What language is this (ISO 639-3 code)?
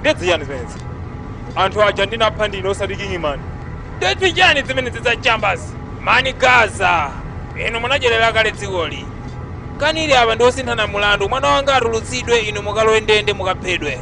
nya